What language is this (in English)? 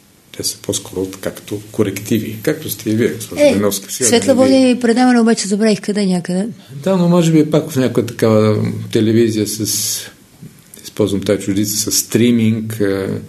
Bulgarian